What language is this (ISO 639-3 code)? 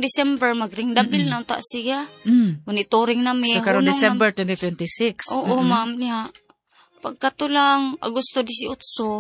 ceb